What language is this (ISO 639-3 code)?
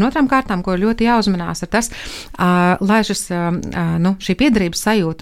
lav